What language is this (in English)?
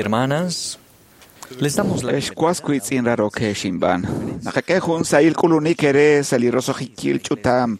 Kekchí